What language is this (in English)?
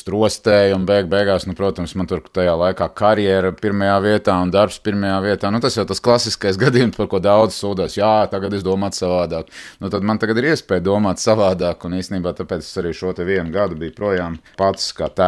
Latvian